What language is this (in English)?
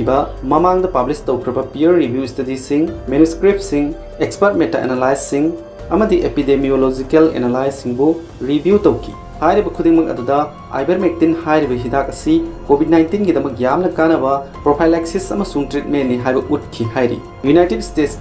Manipuri